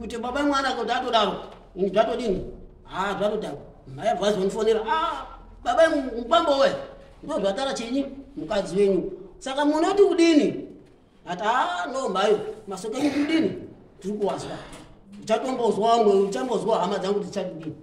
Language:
Shona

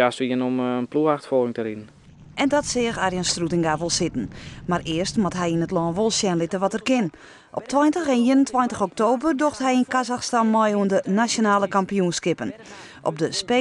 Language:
Western Frisian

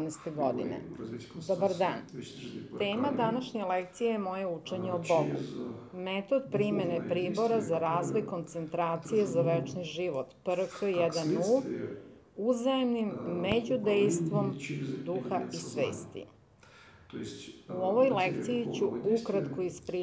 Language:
Serbian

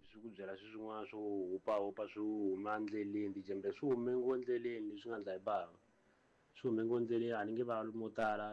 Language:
Tsonga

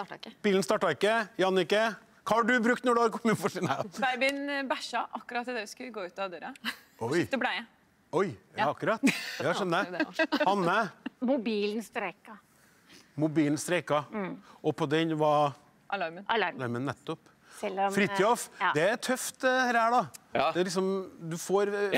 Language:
Norwegian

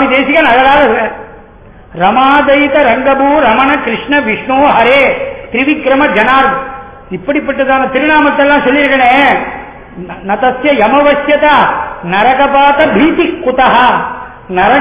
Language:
Tamil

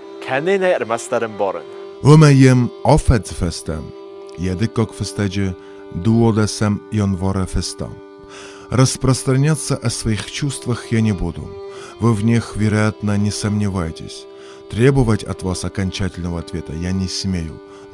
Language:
Ossetic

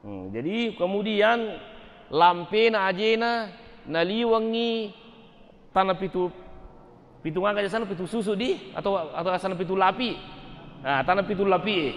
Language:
Buginese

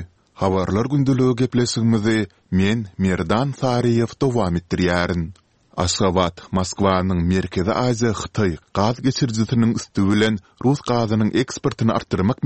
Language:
Turkmen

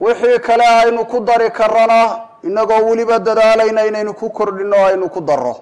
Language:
Somali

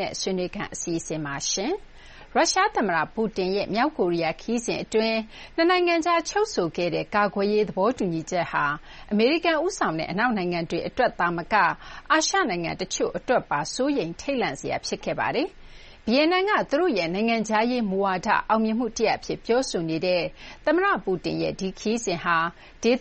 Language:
Burmese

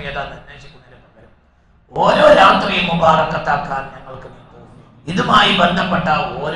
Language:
Malayalam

